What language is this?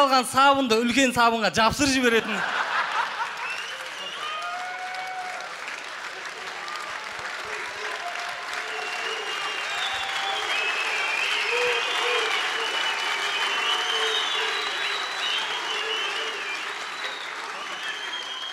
Kazakh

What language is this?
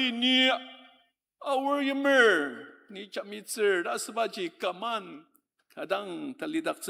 Ao Naga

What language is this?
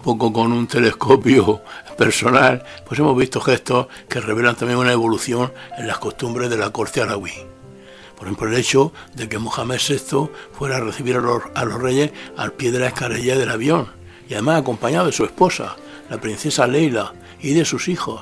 Spanish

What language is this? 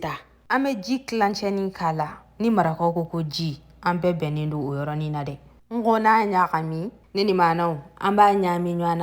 Bambara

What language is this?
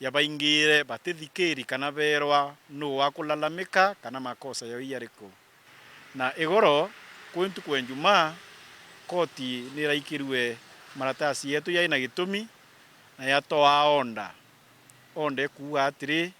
Meru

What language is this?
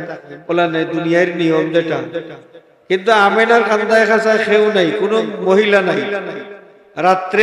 Sylheti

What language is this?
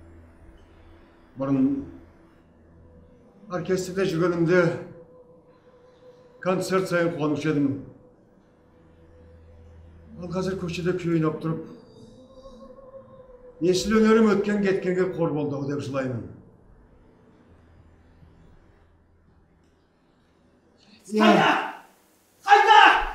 Kazakh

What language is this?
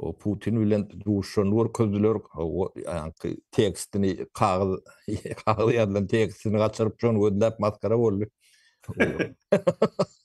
Turkmen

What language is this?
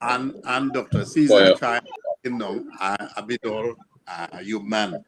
Acoli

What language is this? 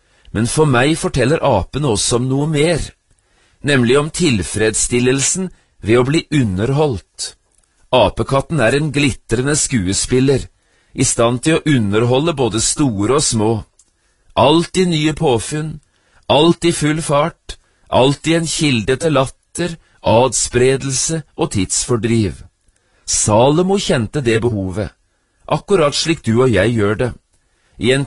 Norwegian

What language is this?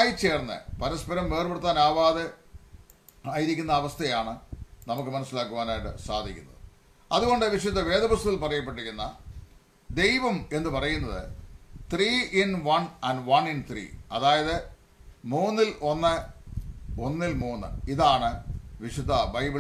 Malayalam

